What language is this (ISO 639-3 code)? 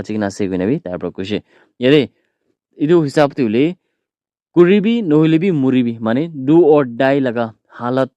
nag